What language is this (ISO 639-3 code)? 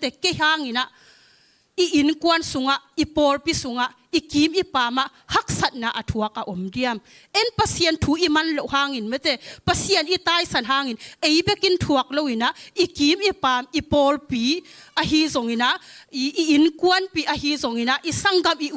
ctd